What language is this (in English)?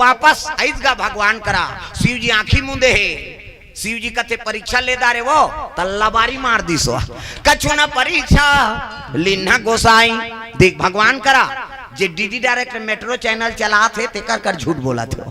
Chhattisgarhi